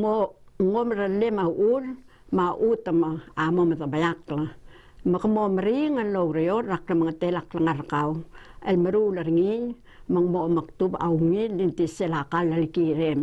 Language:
Palauan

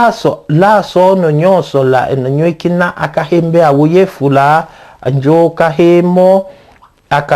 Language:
Tetela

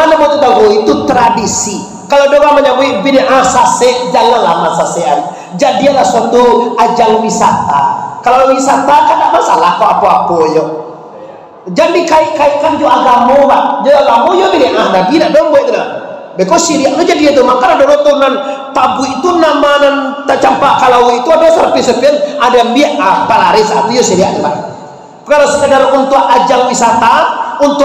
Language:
Indonesian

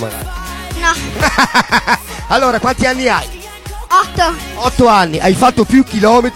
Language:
Italian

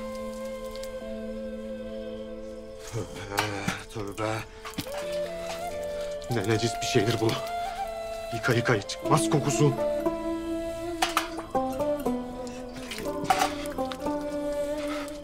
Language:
Turkish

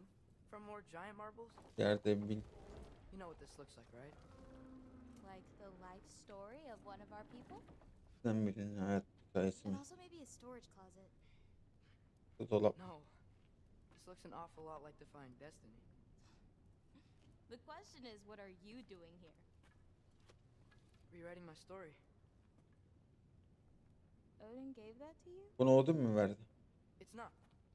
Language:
Turkish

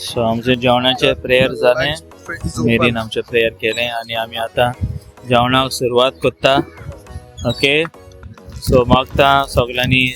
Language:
Konkani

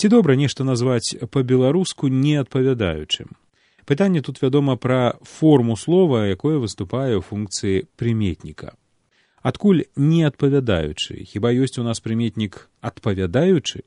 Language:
Belarusian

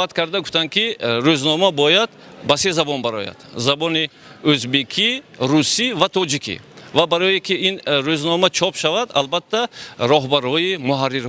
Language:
Tajik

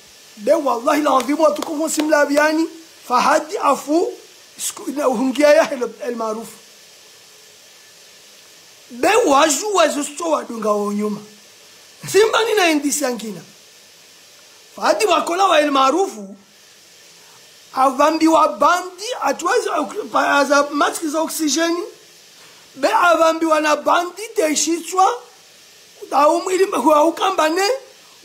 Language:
Swahili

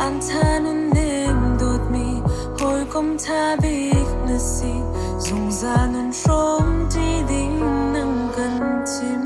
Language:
Hakha Chin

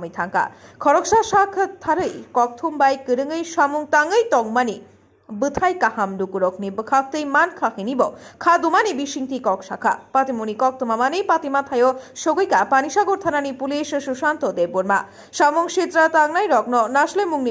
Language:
Kok Borok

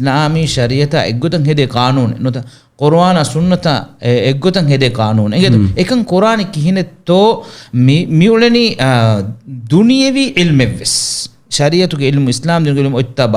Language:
Divehi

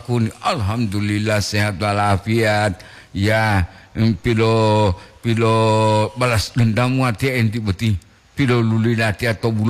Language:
Gorontalo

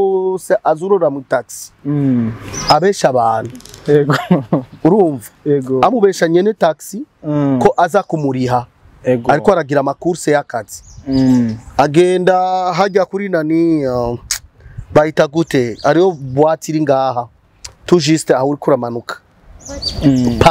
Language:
Rundi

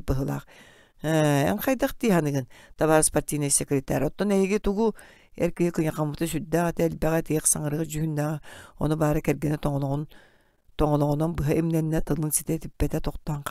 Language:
Yakut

